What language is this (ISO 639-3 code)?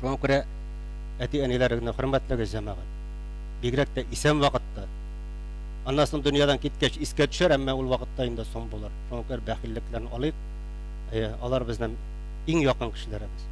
tat